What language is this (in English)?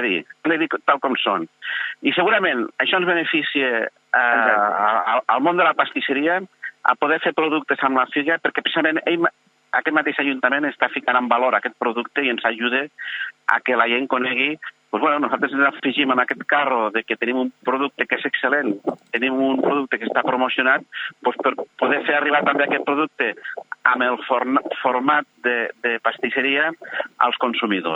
Catalan